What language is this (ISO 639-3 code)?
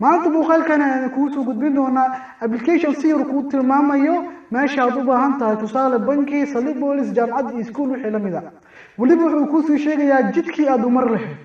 som